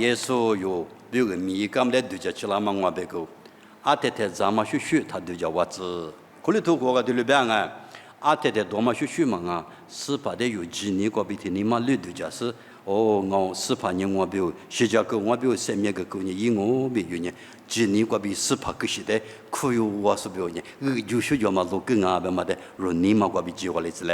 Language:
Lisu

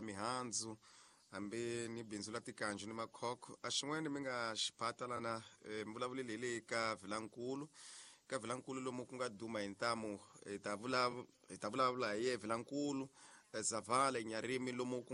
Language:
Tsonga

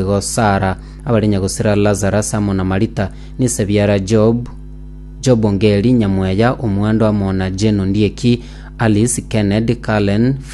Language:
Gusii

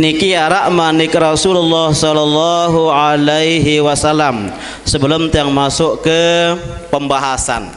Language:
Sasak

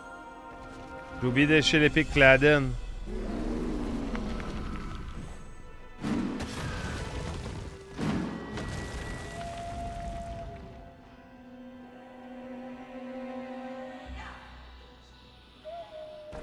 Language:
French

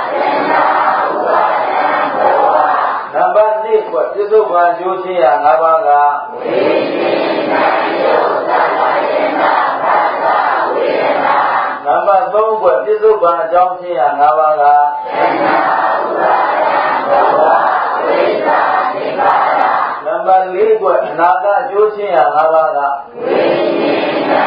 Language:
Burmese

